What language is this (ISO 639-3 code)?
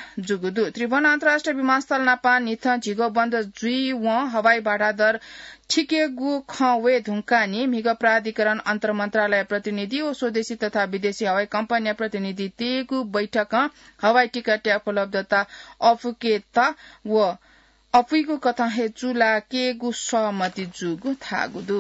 new